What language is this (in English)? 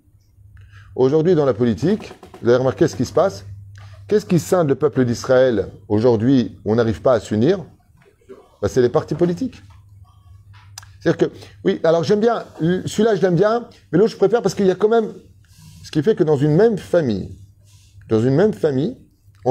French